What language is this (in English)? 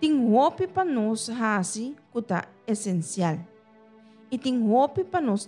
Papiamento